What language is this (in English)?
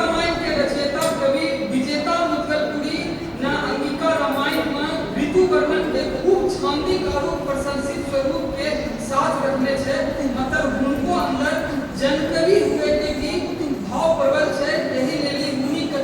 Angika